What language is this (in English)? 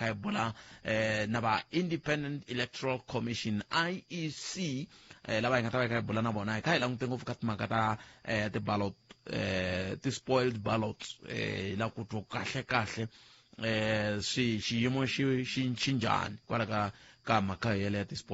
Tsonga